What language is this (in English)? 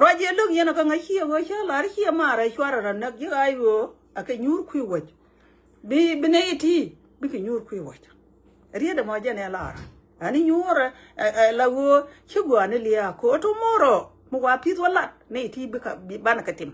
Nuer